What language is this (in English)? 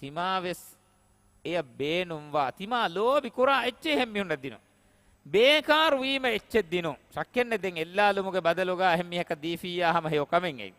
Divehi